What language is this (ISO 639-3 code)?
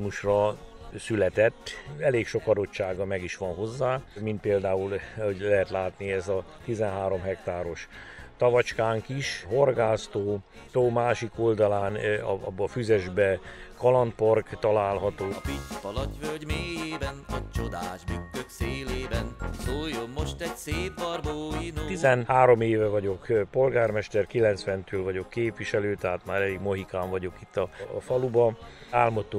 hun